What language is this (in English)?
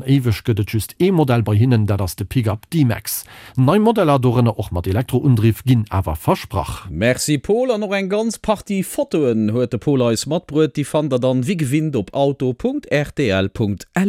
Luxembourgish